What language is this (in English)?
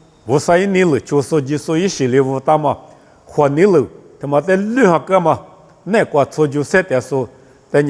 Lisu